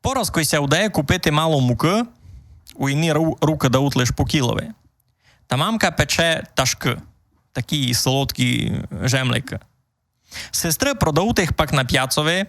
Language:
Rusyn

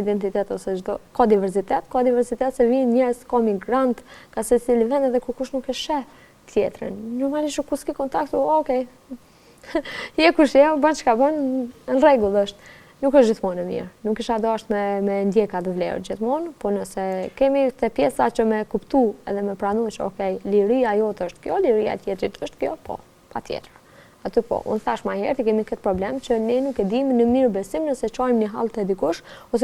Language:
Albanian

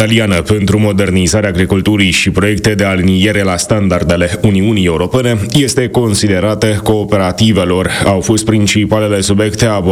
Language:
Romanian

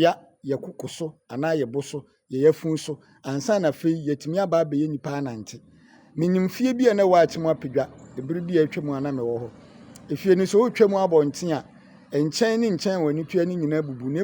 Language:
Akan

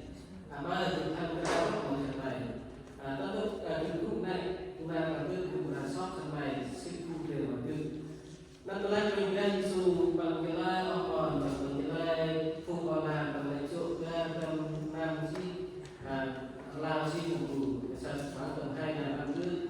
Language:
Central Mnong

